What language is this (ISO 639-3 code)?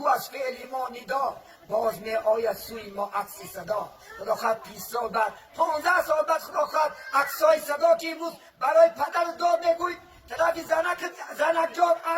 tgk